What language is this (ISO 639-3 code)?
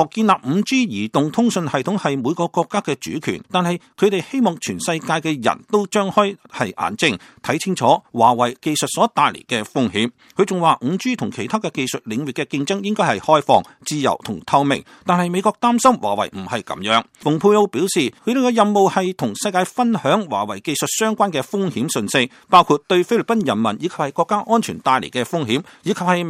yue